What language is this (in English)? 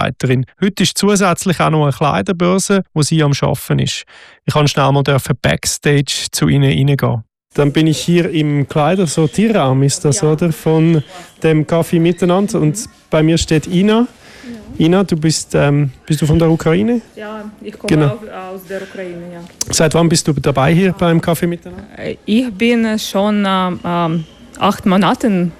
German